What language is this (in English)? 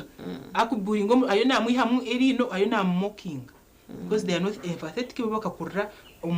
Nyankole